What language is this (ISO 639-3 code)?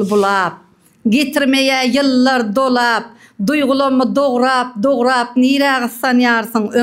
tuk